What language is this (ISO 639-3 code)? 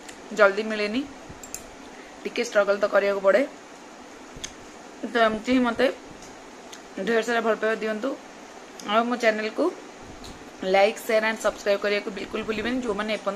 ori